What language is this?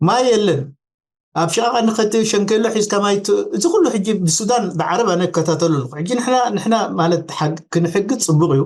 Tigrinya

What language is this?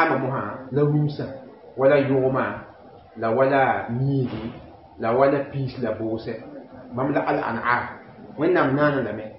Mossi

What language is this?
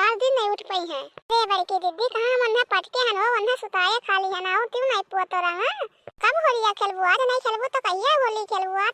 Awadhi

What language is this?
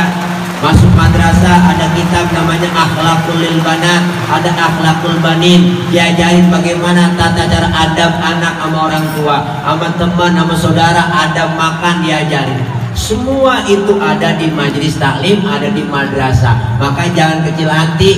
Betawi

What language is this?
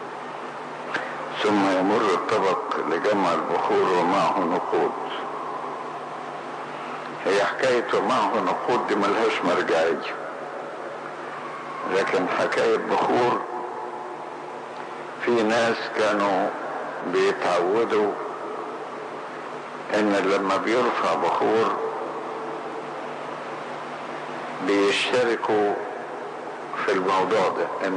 Egyptian Arabic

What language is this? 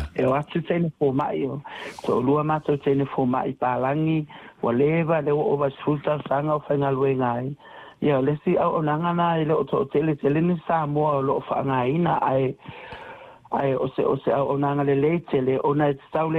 Samoan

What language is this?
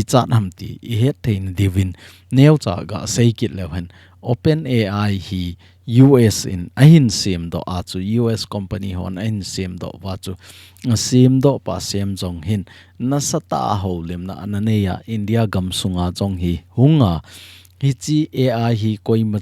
Thado Chin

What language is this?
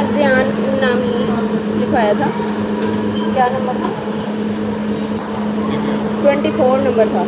Hindi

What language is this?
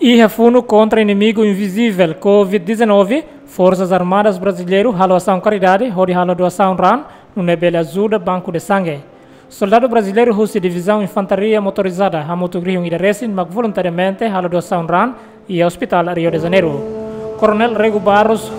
Tetum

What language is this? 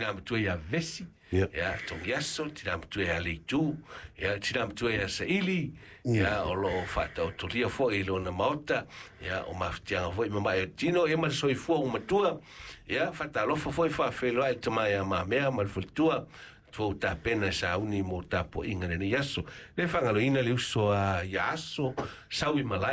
Samoan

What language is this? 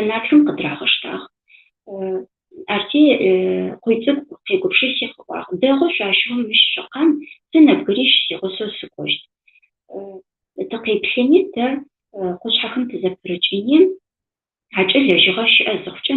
Adyghe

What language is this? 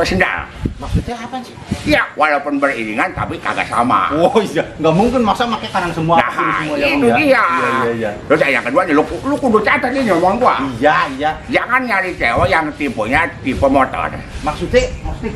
Betawi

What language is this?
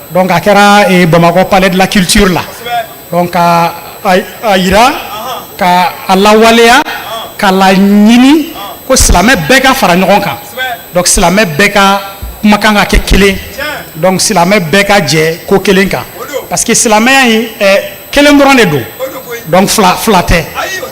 Bambara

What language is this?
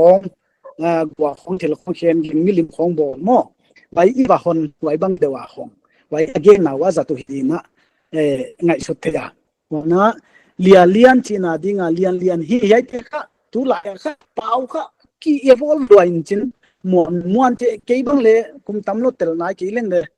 Paite Chin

